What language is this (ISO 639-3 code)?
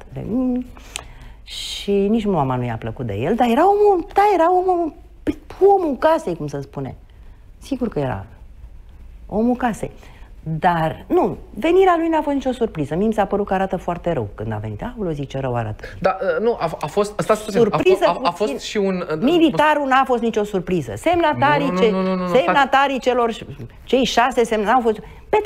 ron